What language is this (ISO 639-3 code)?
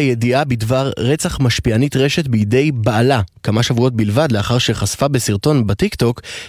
heb